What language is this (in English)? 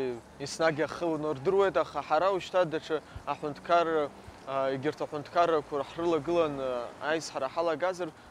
Abkhazian